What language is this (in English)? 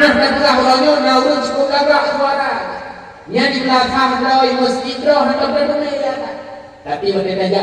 Achinese